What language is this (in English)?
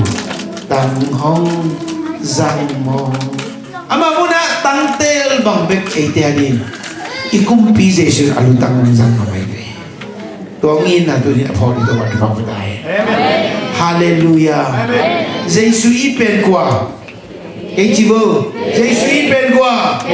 Tedim Chin